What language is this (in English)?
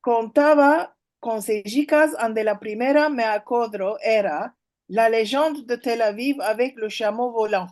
Ladino